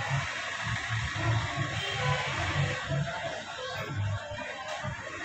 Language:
Telugu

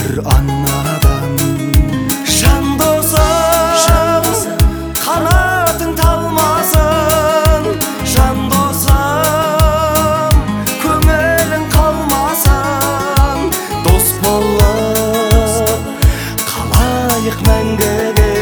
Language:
Kazakh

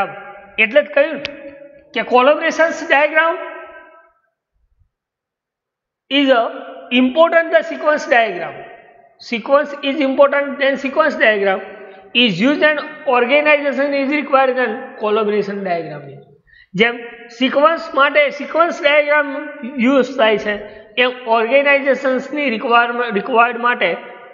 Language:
Gujarati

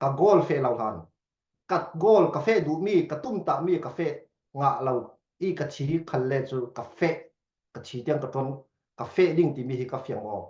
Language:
Falam Chin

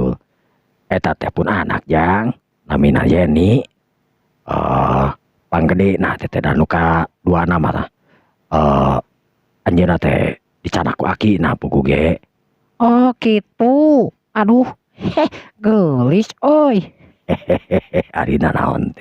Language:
Sundanese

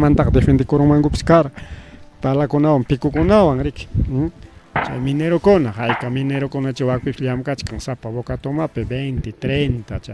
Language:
Ayacucho Quechua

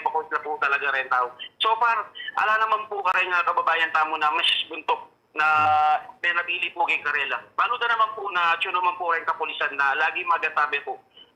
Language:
Pampanga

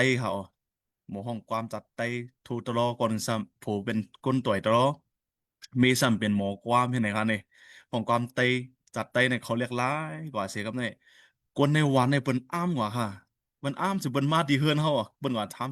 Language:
Shan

